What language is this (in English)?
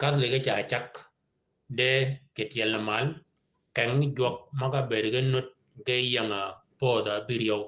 Shilluk